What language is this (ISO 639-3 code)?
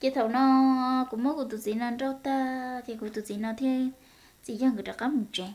hmn